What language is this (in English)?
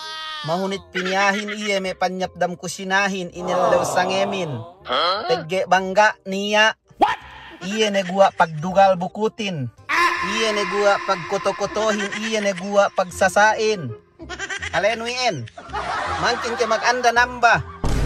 Yakan